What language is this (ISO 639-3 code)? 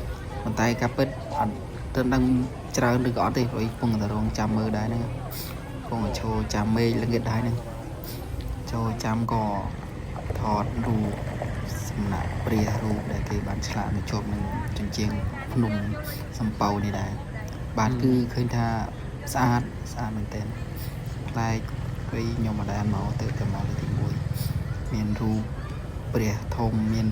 khm